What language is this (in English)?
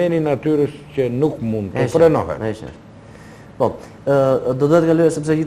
Albanian